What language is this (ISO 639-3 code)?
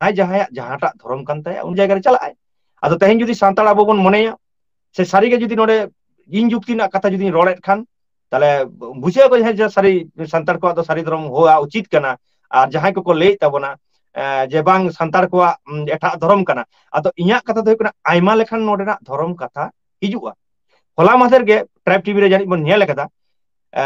sat